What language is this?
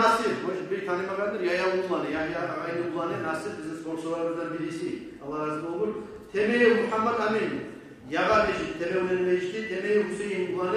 Kumyk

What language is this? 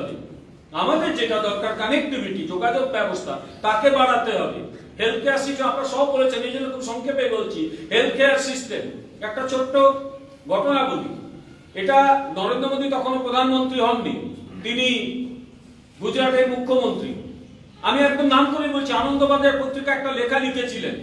Bangla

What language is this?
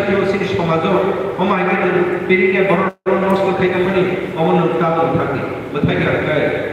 Kok Borok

